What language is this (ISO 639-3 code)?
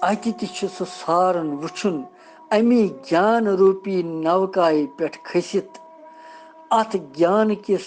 kas